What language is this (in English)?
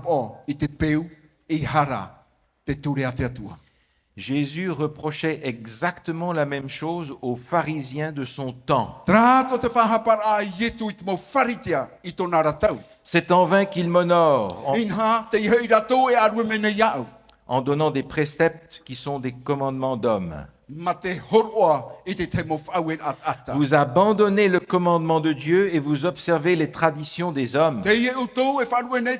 Tahitian